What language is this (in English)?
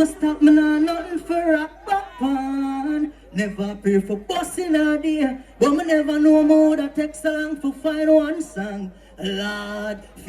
Jamaican Creole English